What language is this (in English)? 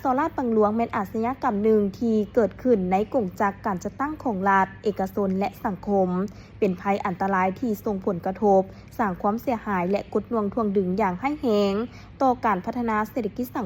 Lao